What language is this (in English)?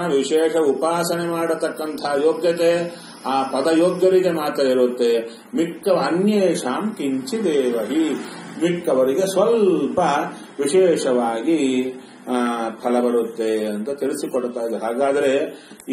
Kannada